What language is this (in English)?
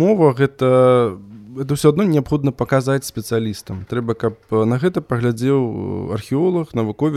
Belarusian